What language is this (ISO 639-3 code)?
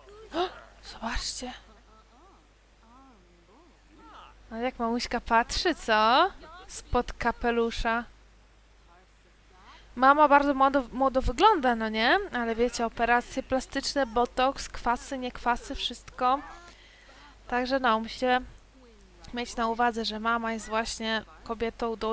pol